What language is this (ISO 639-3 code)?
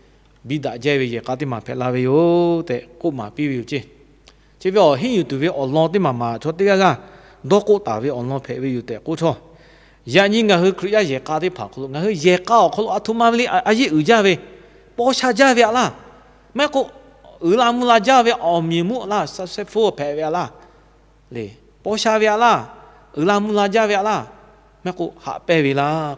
lhu